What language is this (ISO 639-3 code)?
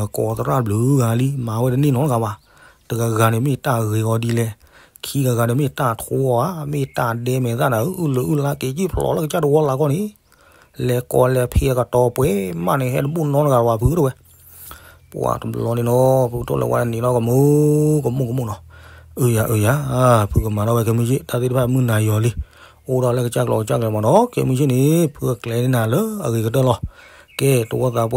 ksw